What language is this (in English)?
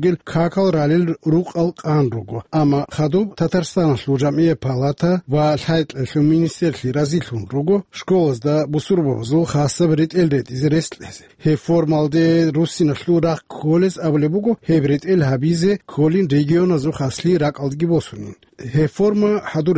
Avaric